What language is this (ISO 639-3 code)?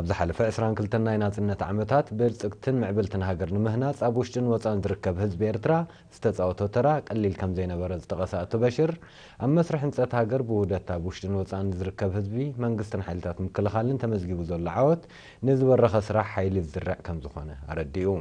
tir